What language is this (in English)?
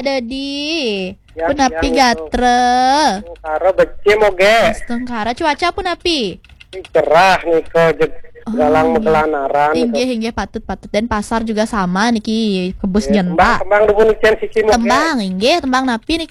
Balinese